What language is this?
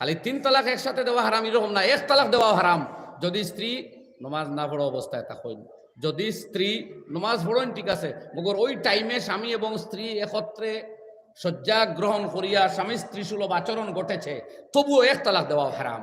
Sylheti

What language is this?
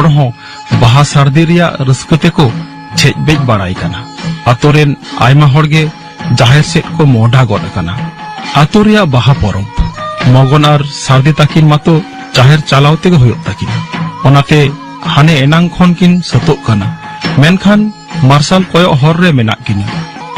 Santali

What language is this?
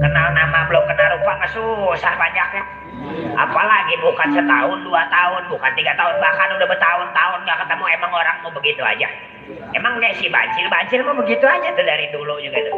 Betawi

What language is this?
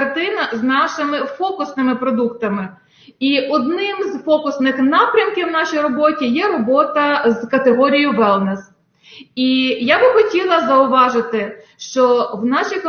Ukrainian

